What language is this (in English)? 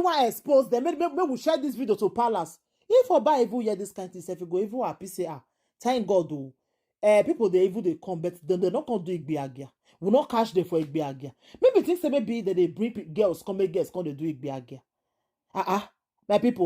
Nigerian Pidgin